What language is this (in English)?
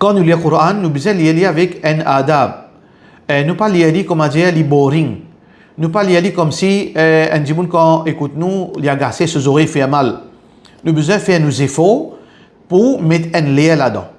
Morisyen